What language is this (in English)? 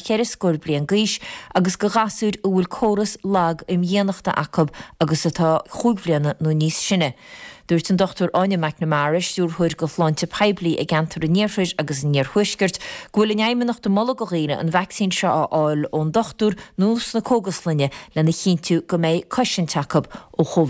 Irish